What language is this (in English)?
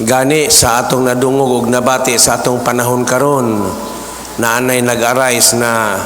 Cebuano